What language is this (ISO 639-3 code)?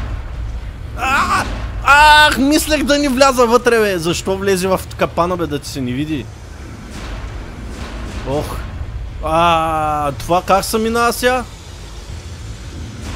bul